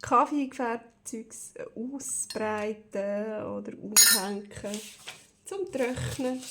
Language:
Swiss German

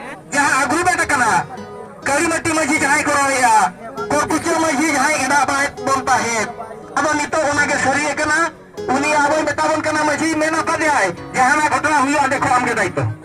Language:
Santali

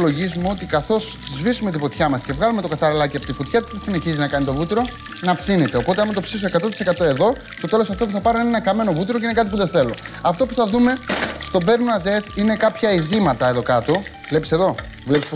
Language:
Greek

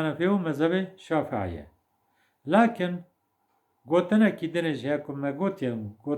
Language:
Kurdish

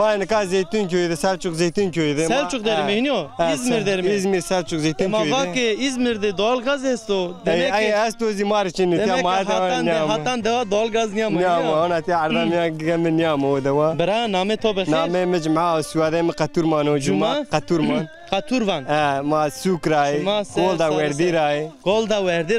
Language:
Zaza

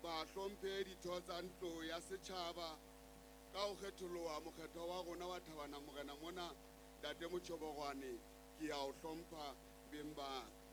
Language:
Southern Sotho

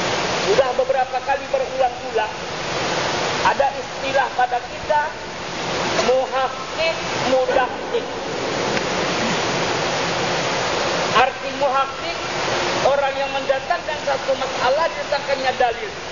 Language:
Indonesian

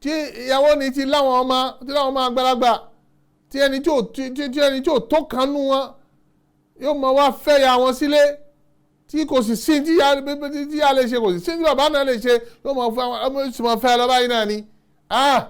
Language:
Yoruba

